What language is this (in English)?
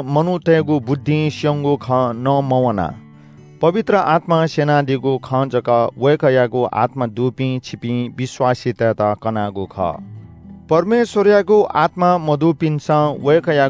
Newari